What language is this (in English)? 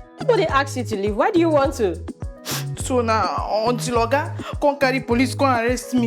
Nigerian Pidgin